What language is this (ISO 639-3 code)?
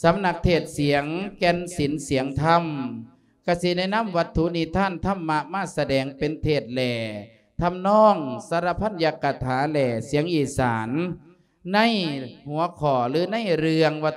lao